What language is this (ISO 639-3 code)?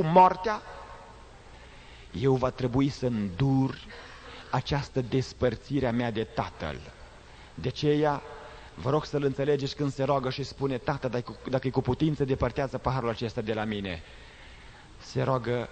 ron